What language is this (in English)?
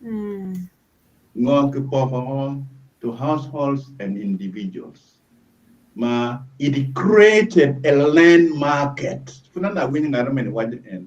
Acoli